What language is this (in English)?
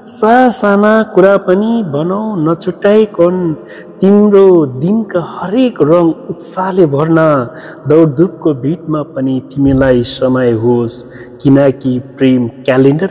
Nepali